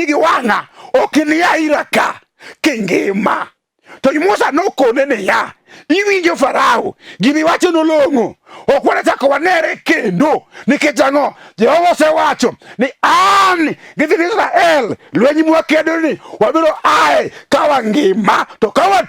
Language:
Luo (Kenya and Tanzania)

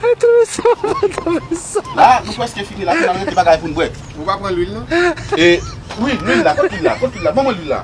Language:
Haitian Creole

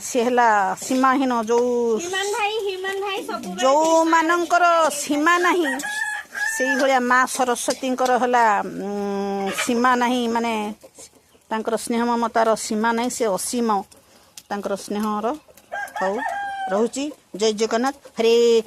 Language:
Odia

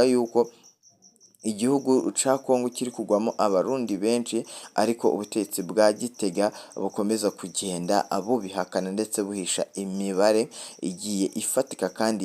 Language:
Rundi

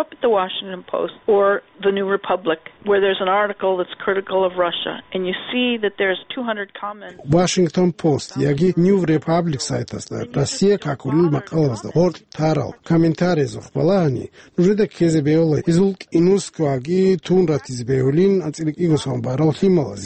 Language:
Avaric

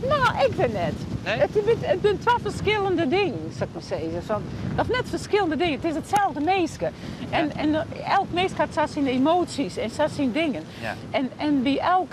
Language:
Western Frisian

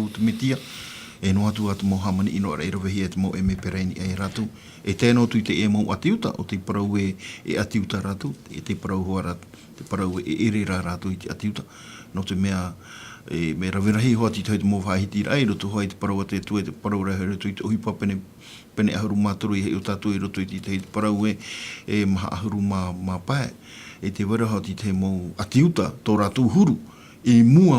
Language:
Tahitian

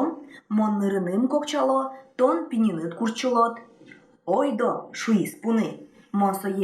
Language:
Udmurt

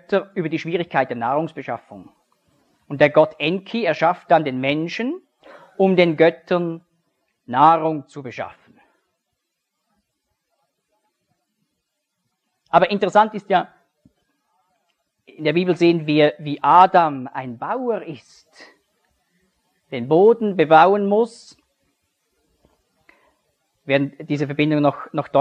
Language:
German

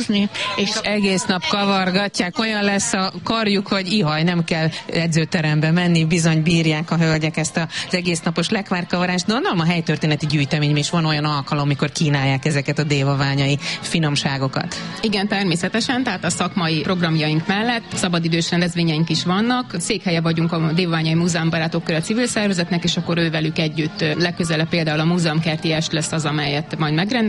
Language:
Hungarian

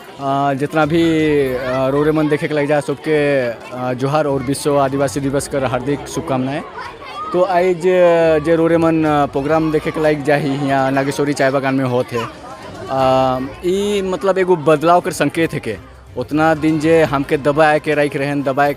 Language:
Sadri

